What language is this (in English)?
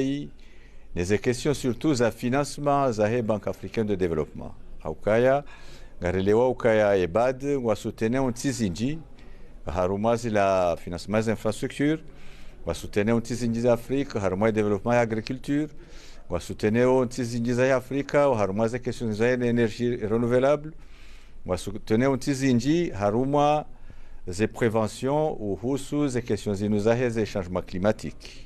Ngazidja Comorian